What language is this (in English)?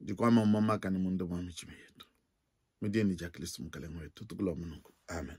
Luba-Lulua